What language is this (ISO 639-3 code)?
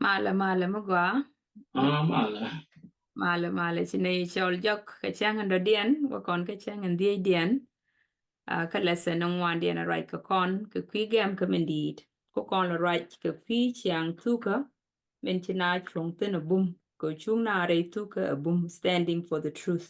nus